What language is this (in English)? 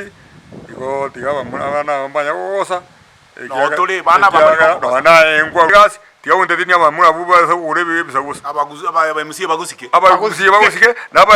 Gusii